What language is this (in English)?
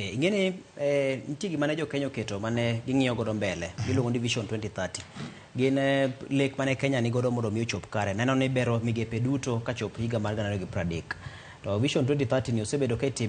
Luo (Kenya and Tanzania)